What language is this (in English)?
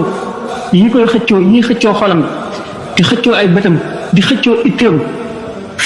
Wolof